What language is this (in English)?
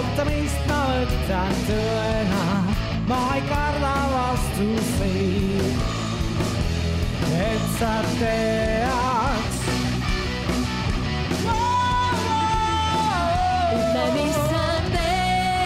Estonian